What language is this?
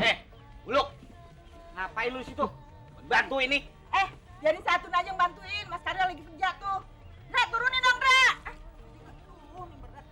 Betawi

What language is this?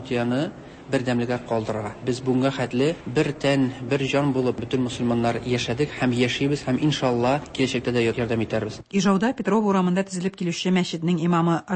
Tatar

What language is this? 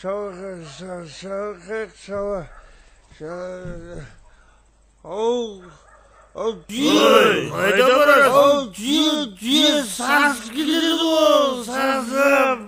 Kara-Kalpak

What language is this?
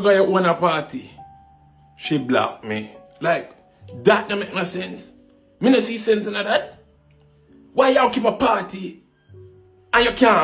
Jamaican Creole English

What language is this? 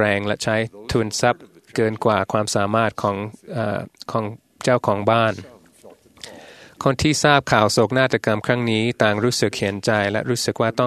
Thai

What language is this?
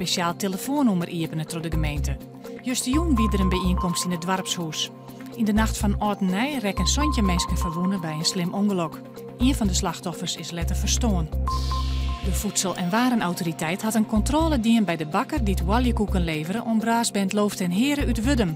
Western Frisian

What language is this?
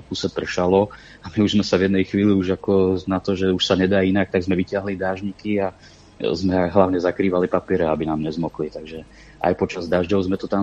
Slovak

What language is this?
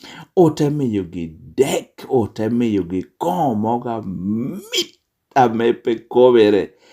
Lango (Uganda)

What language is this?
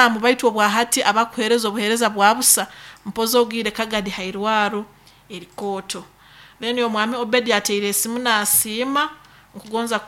Nyoro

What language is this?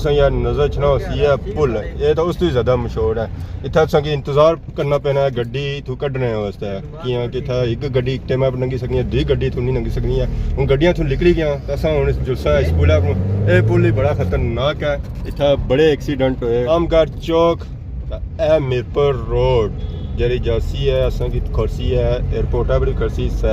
Pahari-Potwari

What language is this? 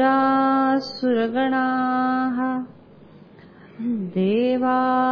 Marathi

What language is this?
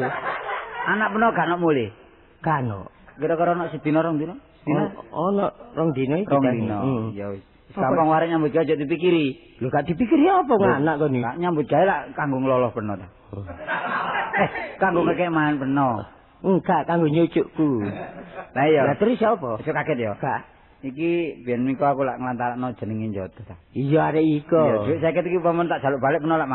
Javanese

